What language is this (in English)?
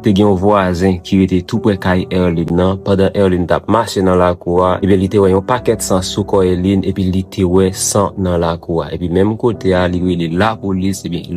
Haitian Creole